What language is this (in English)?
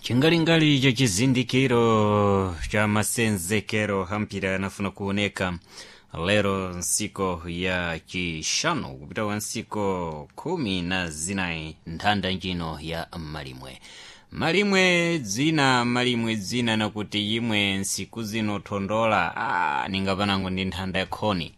Sena